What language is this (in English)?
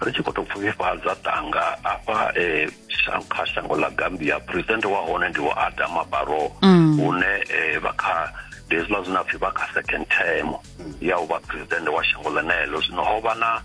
Venda